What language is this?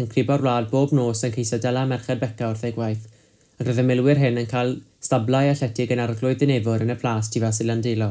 Welsh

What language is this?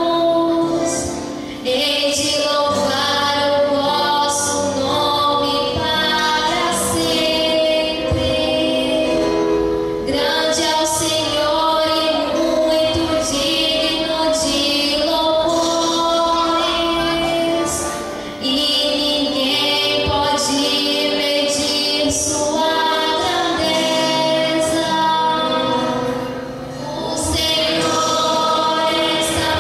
Portuguese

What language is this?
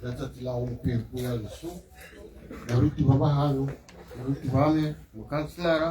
Tswana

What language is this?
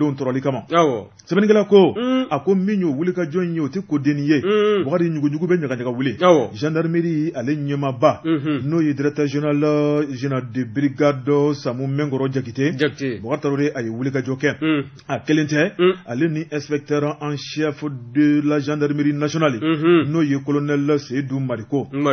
Bambara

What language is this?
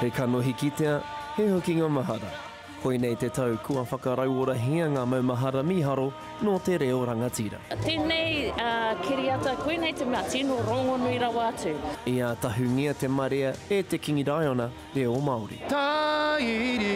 Māori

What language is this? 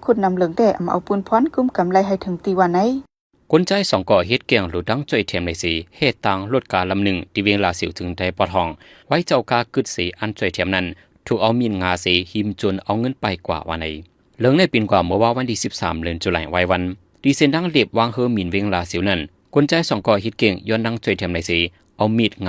Shan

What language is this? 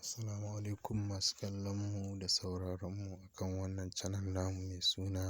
Hausa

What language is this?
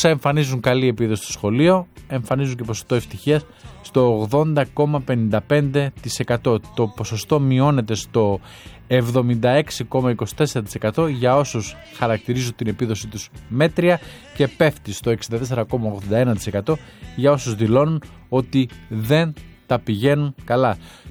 Greek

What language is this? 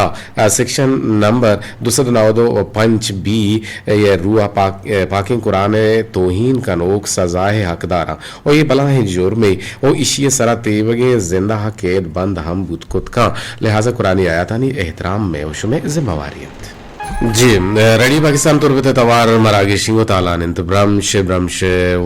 Eastern Balochi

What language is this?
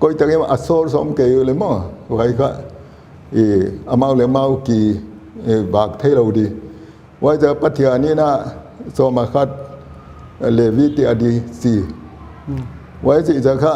Paite Chin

